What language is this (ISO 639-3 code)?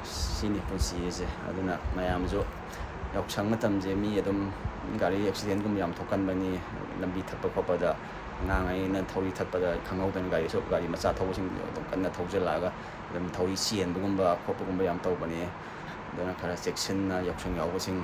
mni